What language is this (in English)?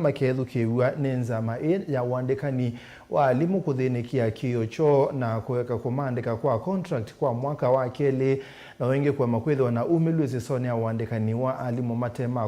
Kamba